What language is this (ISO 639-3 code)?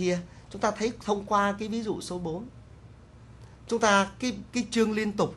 vie